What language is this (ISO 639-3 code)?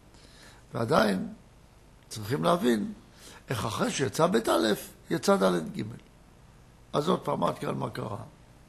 heb